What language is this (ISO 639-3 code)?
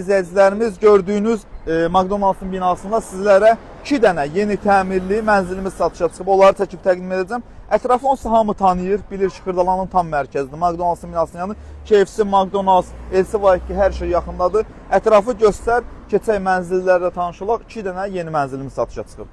aze